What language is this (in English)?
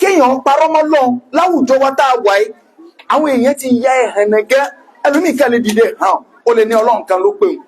Yoruba